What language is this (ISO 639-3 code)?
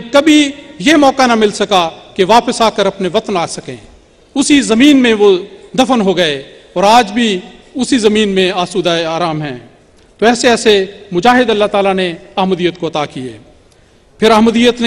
urd